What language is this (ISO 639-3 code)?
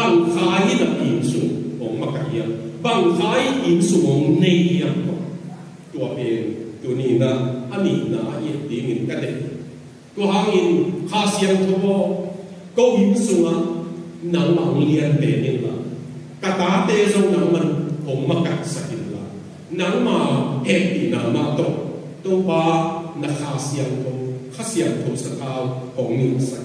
ctd